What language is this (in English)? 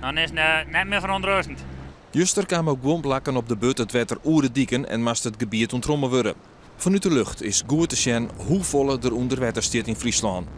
Western Frisian